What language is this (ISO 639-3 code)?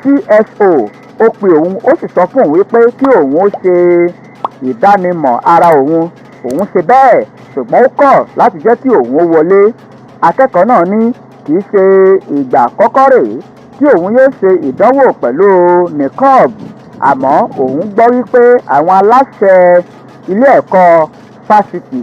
yor